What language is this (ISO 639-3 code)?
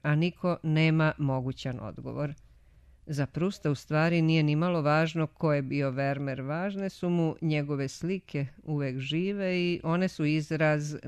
srp